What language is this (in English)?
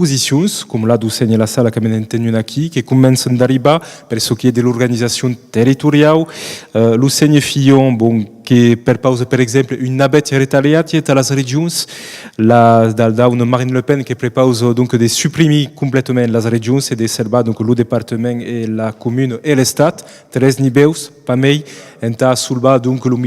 Occitan